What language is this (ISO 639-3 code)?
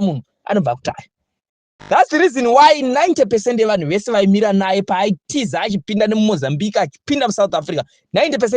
sna